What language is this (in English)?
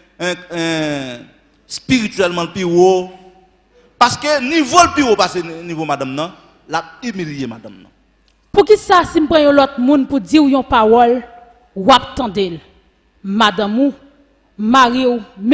Haitian Creole